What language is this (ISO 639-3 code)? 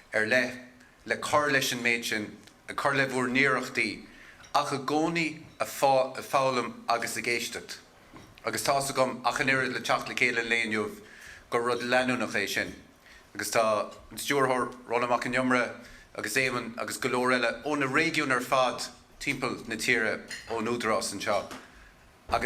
gle